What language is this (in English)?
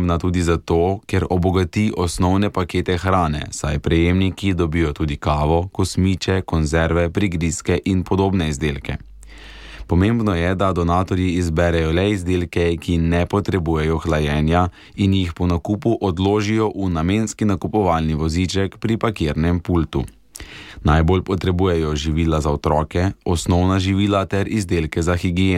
Slovenian